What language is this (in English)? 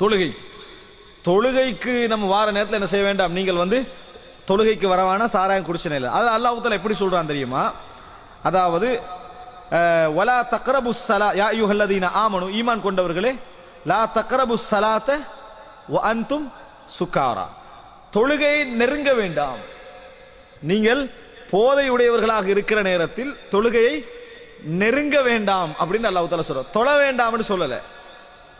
Tamil